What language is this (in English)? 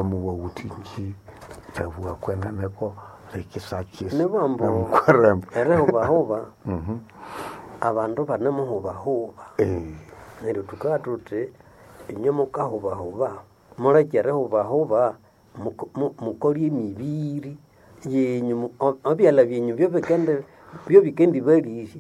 Nande